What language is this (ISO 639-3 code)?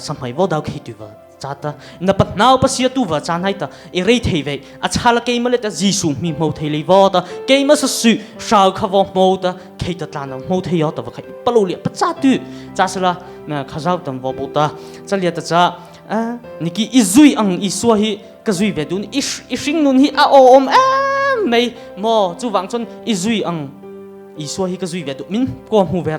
mrh